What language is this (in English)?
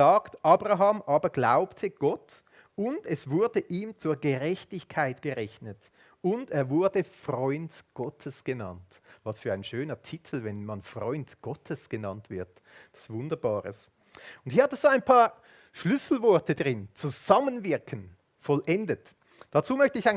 Swiss German